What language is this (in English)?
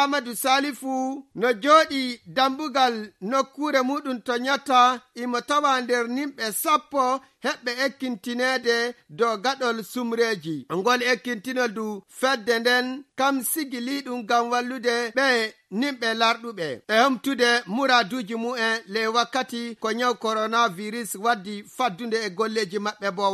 Nigerian Fulfulde